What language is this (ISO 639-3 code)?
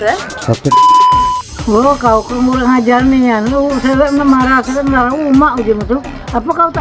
mui